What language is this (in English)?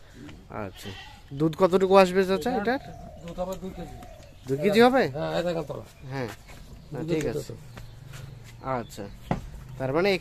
Bangla